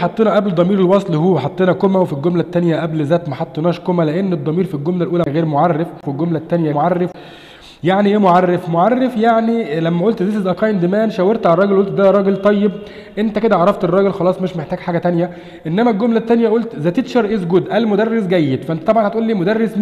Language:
Egyptian Arabic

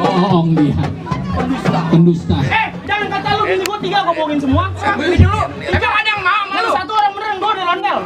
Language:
Betawi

